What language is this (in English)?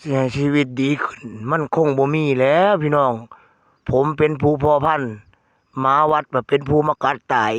Northeastern Thai